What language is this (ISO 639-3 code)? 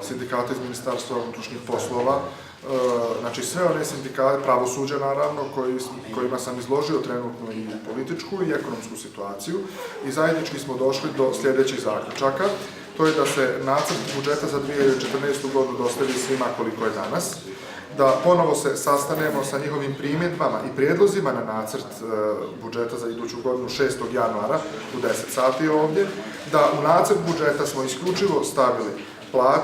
bos